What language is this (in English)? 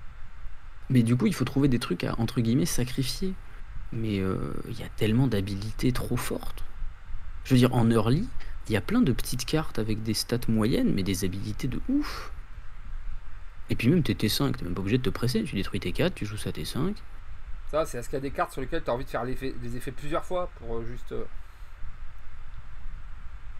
French